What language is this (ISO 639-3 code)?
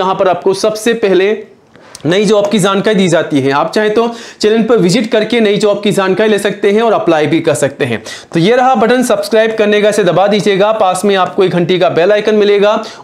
hin